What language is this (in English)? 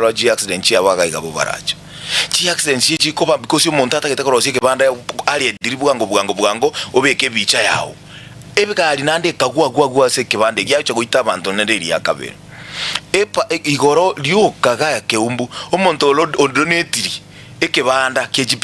Gusii